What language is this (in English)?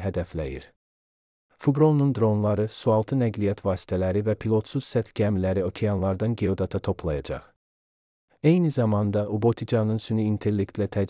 Azerbaijani